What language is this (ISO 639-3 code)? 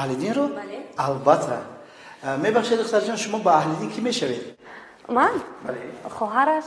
tgk